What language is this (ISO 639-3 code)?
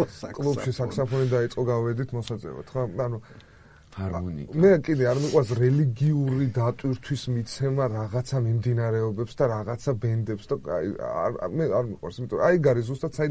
kat